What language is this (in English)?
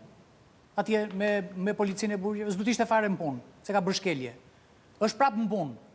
Albanian